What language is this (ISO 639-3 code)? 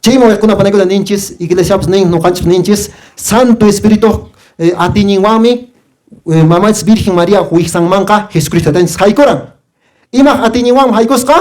que